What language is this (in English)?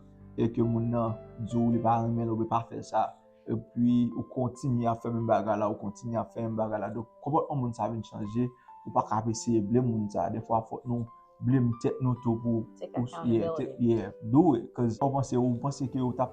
Haitian Creole